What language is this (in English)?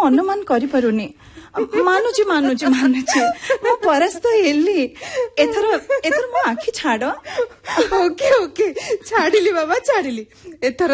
Odia